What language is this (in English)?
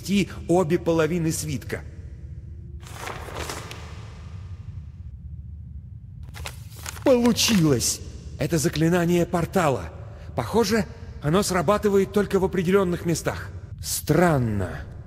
Russian